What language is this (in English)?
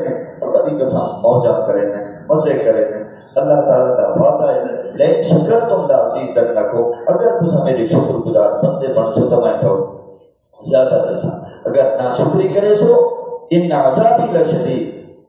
Saraiki